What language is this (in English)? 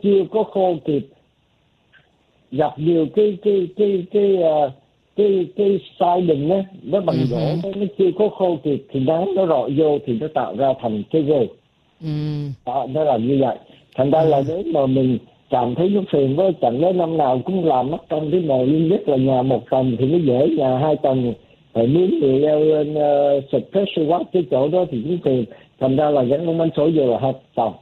Vietnamese